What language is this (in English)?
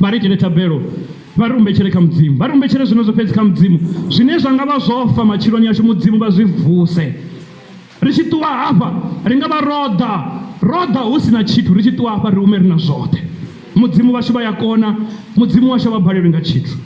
Venda